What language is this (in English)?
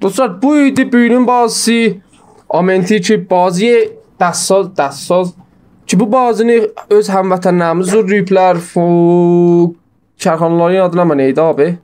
South Azerbaijani